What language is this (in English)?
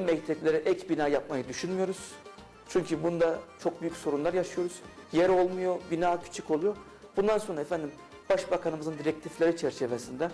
Crimean Tatar